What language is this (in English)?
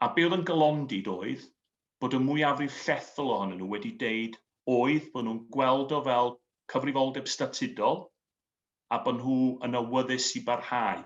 Welsh